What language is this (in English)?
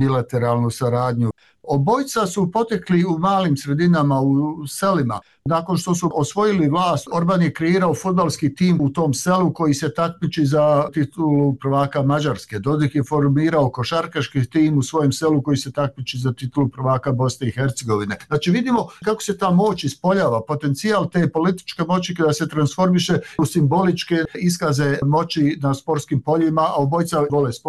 Bosnian